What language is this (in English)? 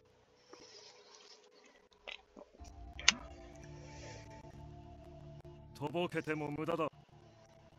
Japanese